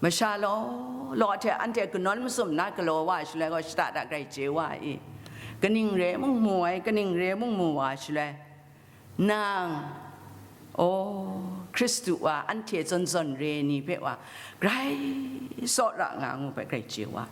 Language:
Kachin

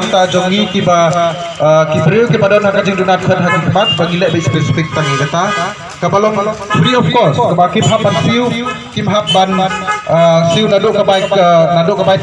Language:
Khasi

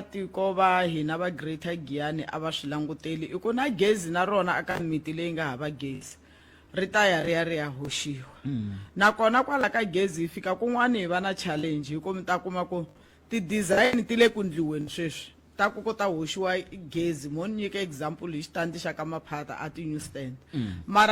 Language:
Tsonga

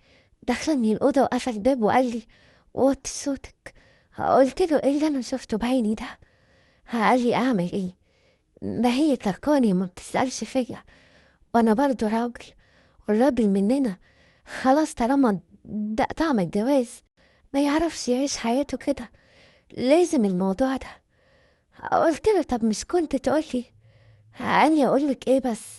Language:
Egyptian Arabic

